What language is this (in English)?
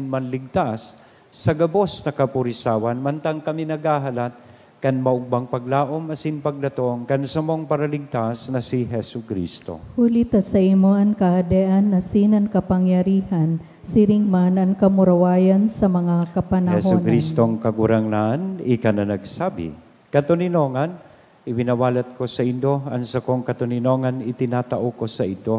Bikol